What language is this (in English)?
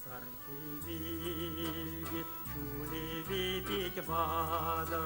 Chuvash